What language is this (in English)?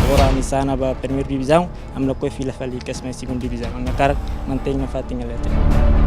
Tetum